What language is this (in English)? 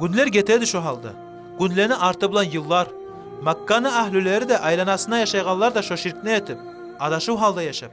Kumyk